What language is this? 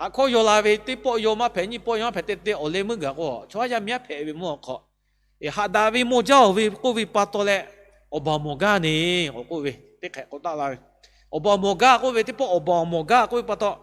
Lahu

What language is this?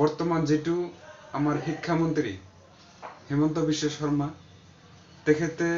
Assamese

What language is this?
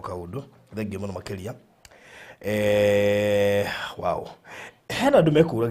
Kikuyu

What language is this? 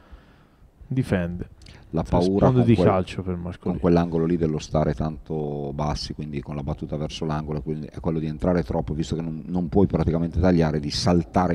Italian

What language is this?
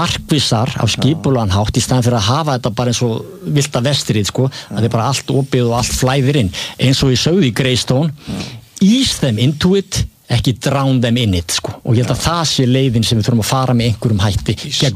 Icelandic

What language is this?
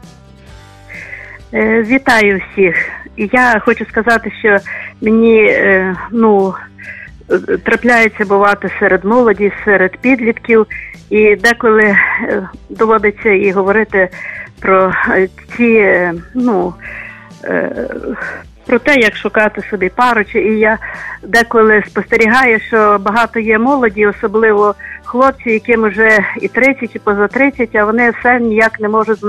Ukrainian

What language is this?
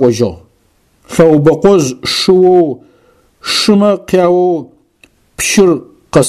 Adyghe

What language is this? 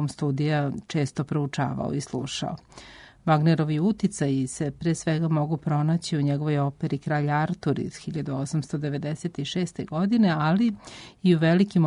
Serbian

